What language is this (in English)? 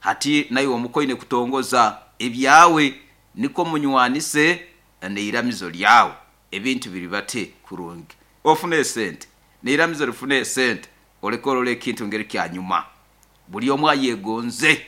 Nyoro